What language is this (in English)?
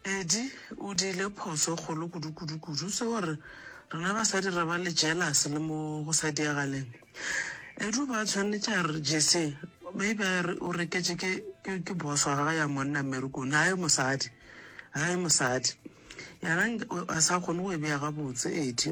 Northern Sotho